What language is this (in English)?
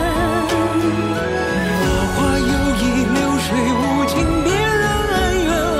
Chinese